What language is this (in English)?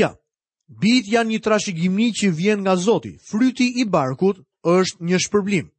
Albanian